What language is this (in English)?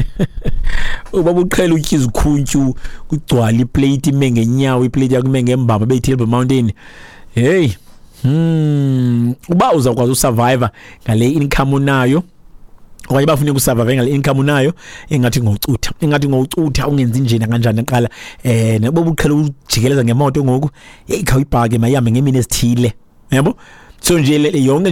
Xhosa